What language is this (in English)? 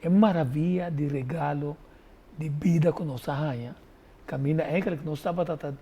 Papiamento